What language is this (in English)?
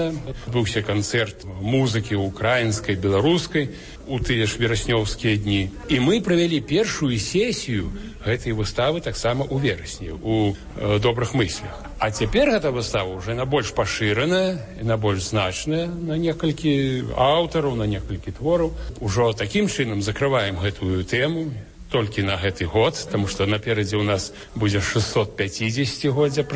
Belarusian